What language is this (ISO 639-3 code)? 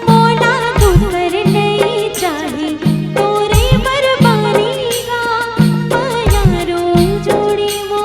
hne